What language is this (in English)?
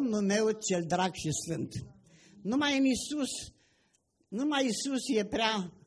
Romanian